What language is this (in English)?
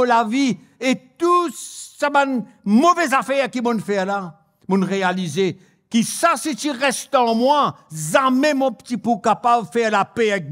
Morisyen